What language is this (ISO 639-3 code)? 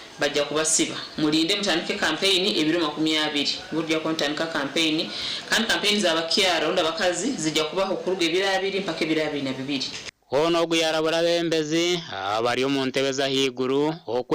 nyn